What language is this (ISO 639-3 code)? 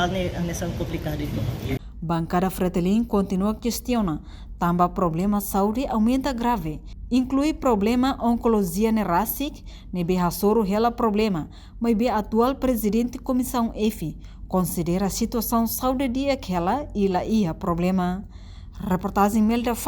tet